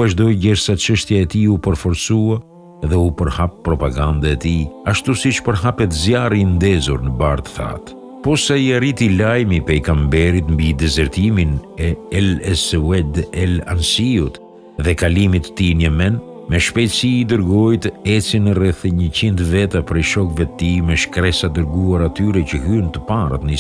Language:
Albanian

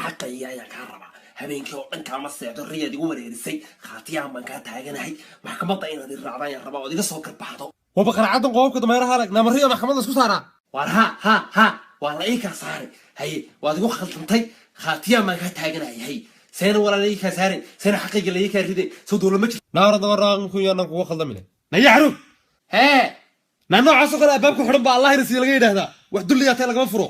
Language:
Somali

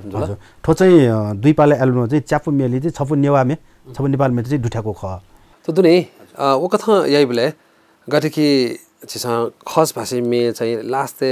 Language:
Newari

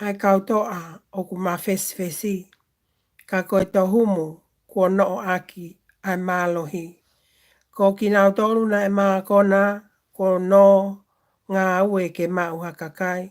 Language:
Tongan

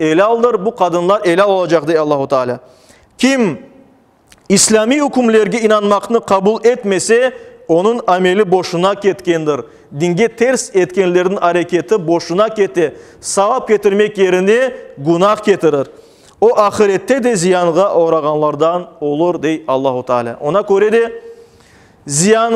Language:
Crimean Tatar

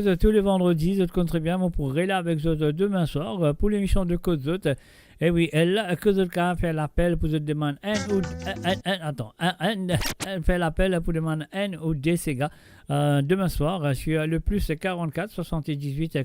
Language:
Morisyen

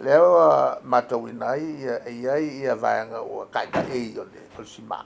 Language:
Samoan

